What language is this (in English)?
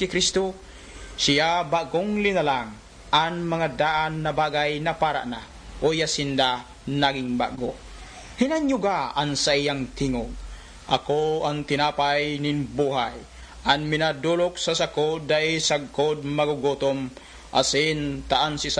Bikol